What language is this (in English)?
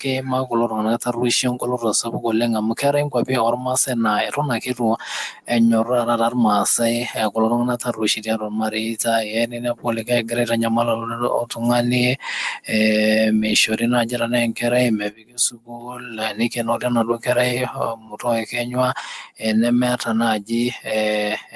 Masai